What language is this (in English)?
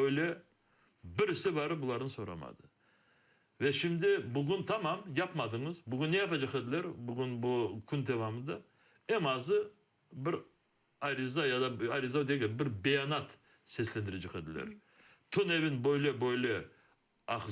Crimean Tatar